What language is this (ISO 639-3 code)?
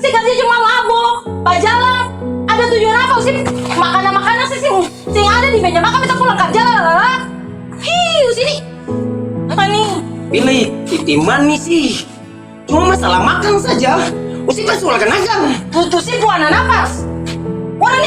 abs